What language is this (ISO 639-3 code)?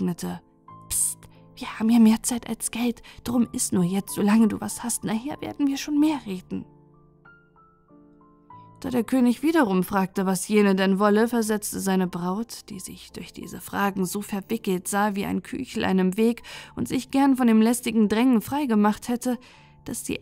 deu